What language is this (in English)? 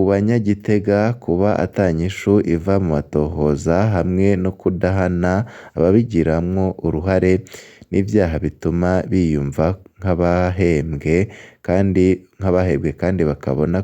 Rundi